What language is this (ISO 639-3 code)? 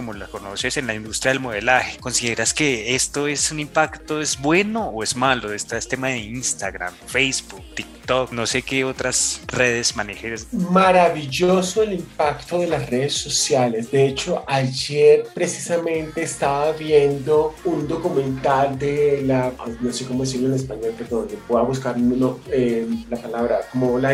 spa